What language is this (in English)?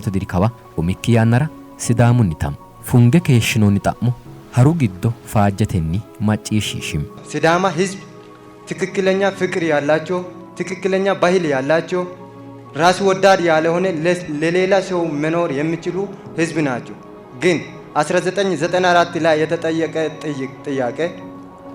Sidamo